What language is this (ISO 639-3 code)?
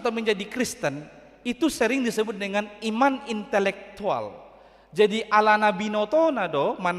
bbc